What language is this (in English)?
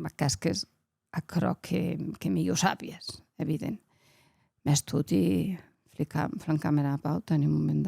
Occitan